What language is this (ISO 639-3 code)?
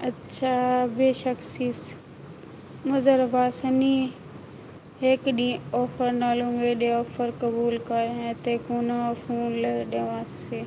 skr